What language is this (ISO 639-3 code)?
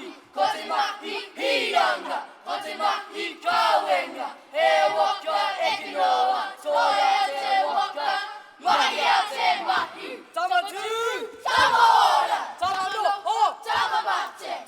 mri